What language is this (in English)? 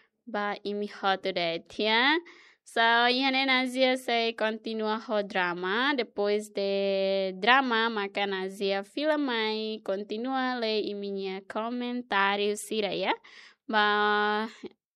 Tetum